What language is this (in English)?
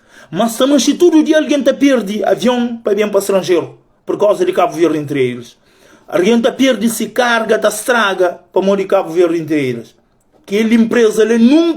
Kabuverdianu